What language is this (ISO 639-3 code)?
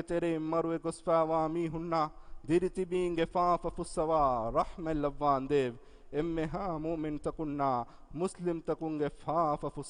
div